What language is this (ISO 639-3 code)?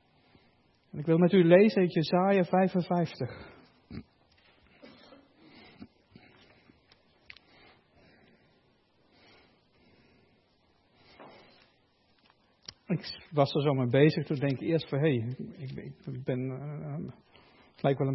nld